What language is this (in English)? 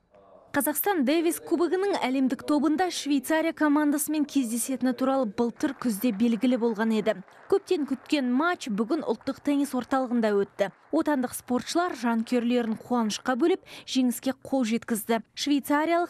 Kazakh